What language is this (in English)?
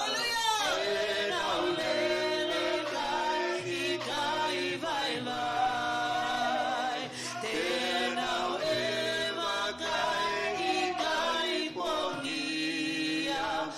Tongan